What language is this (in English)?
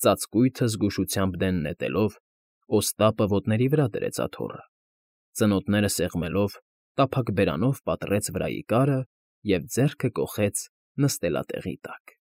Armenian